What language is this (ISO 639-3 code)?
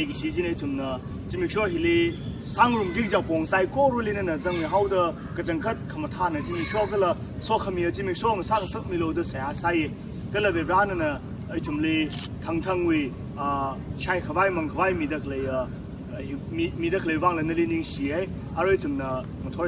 nmf